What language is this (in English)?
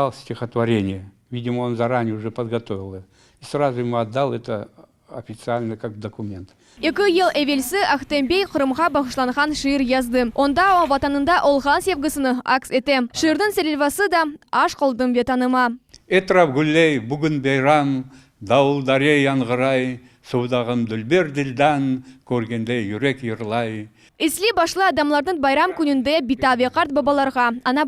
Crimean Tatar